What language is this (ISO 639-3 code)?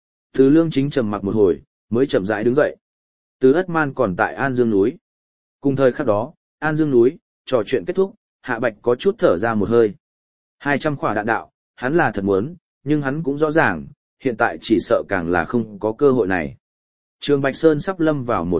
vie